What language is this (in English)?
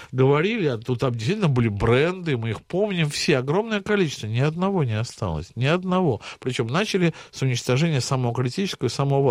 Russian